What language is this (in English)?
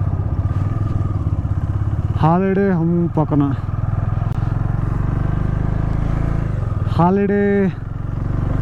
Telugu